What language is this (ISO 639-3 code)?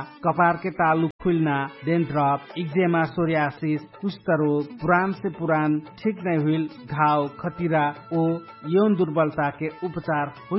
bho